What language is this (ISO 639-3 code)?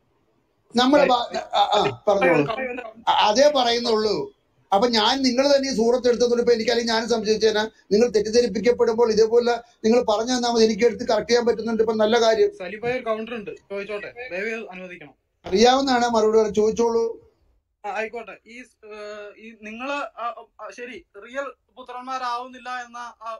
mal